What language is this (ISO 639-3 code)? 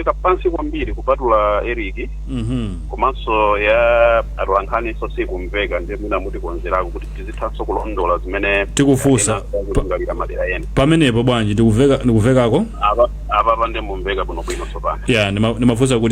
nya